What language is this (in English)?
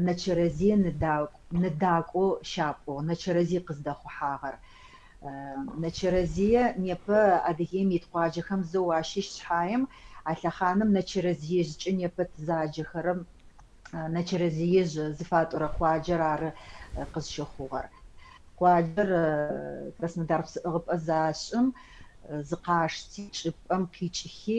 Adyghe